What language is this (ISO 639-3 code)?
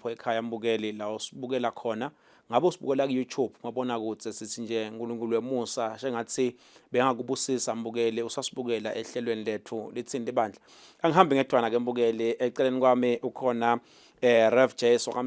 ssw